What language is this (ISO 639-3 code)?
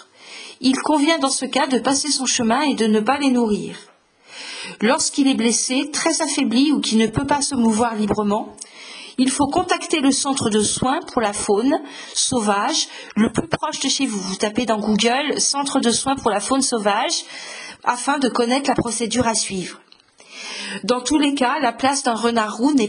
fra